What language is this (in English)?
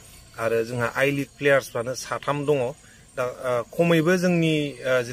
Bodo